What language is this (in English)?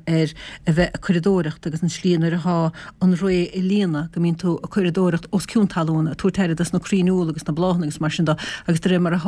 Irish